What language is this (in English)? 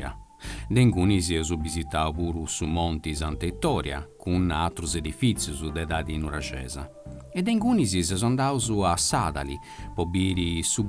Sardinian